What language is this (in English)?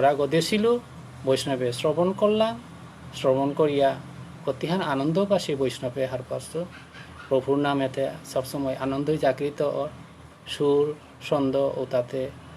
Bishnupriya